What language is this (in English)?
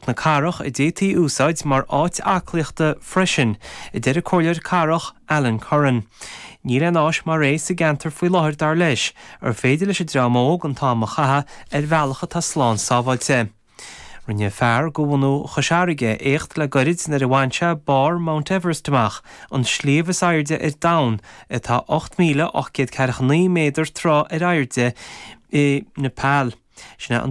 Irish